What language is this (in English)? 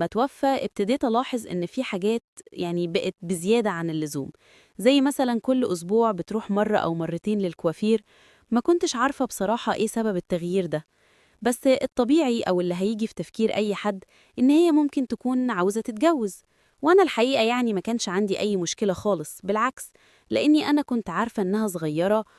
Egyptian Arabic